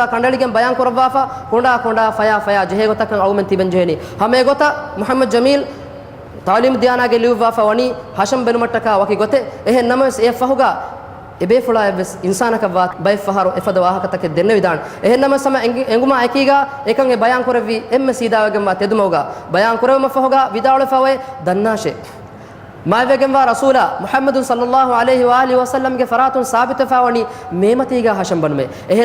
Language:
Divehi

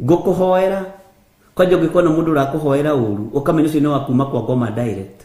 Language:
Kikuyu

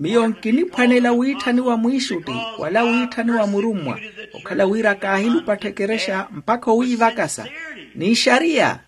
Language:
Makhuwa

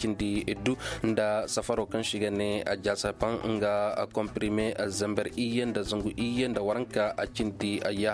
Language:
Koyraboro Senni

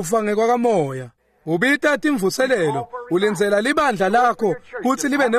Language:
Swati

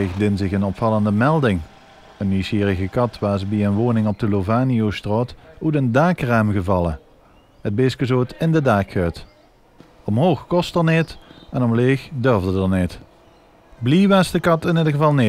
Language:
Limburgish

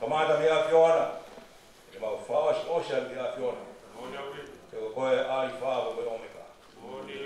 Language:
Tongan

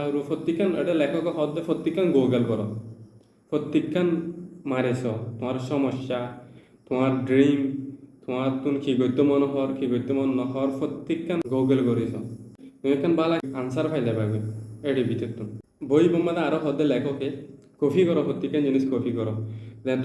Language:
Rohingya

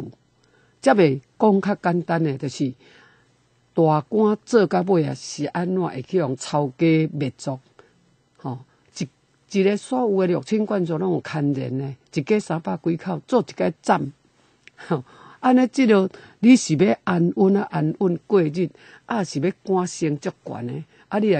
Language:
Min Nan Chinese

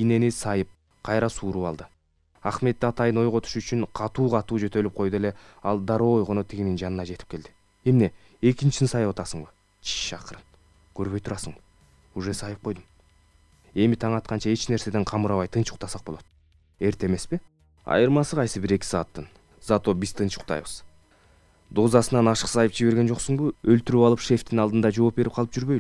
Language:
Kyrgyz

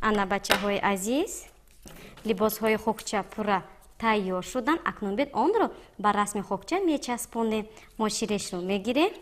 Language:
Tajik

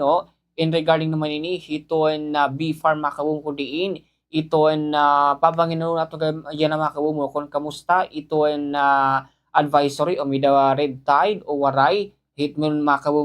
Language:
Waray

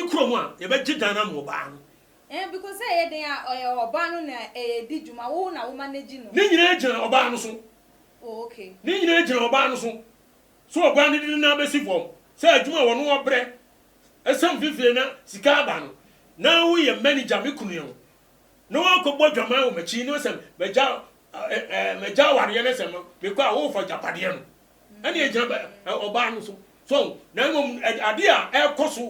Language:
Akan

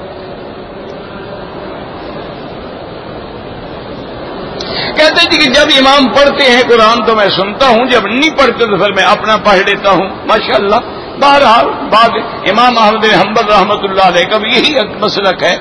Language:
Urdu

